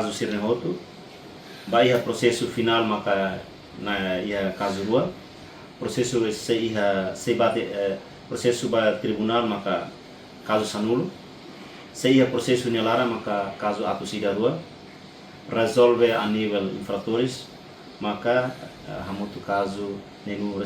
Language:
Tetum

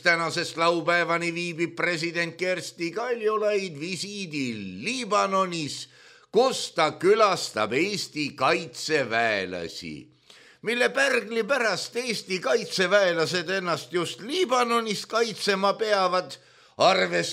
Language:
Estonian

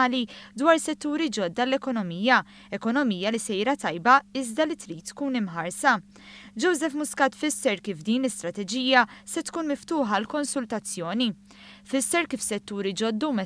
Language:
Maltese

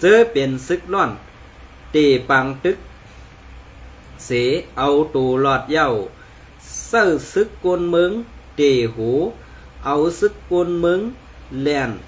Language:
Shan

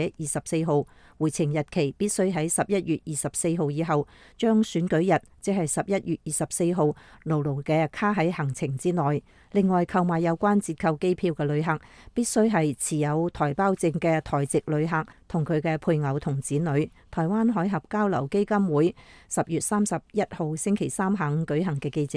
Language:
Cantonese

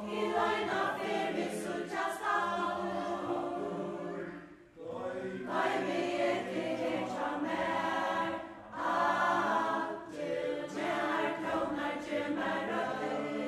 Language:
Faroese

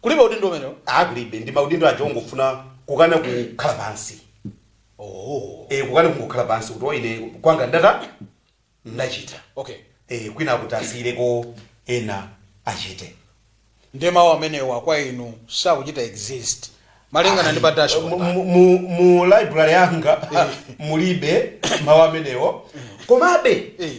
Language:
Nyanja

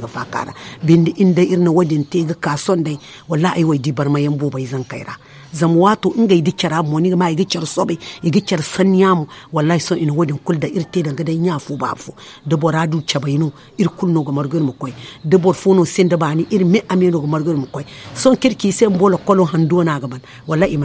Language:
Zarma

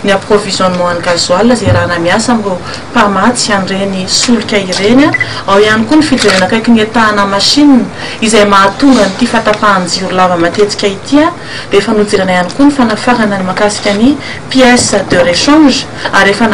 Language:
Malagasy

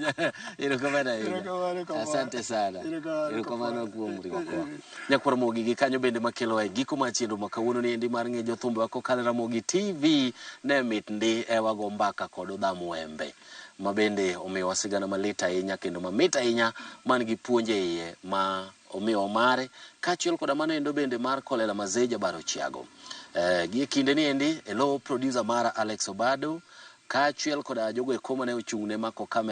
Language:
Luo (Kenya and Tanzania)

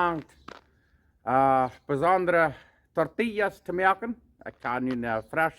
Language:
Plautdietsch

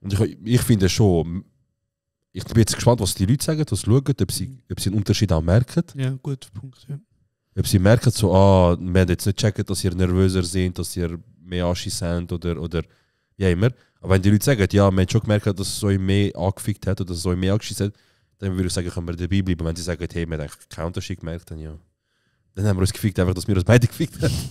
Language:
Swiss German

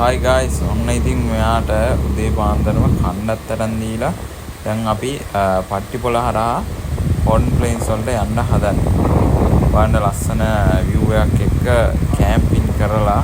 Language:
Sinhala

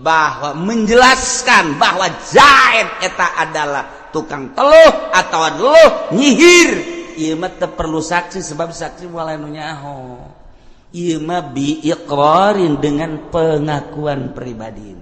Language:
Sundanese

